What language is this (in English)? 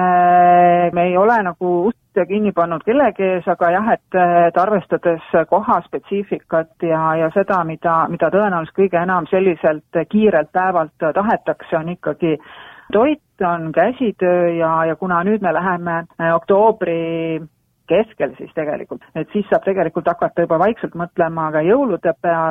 Estonian